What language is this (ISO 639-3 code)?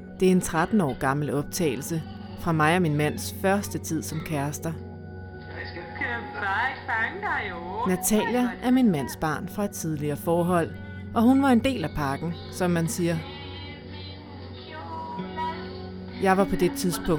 dan